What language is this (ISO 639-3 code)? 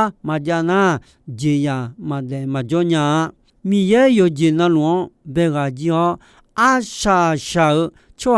ahk